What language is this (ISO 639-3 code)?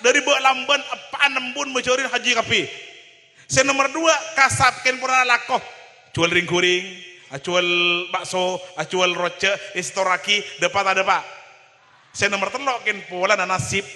mad